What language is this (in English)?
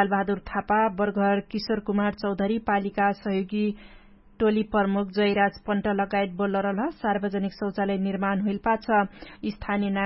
Dangaura Tharu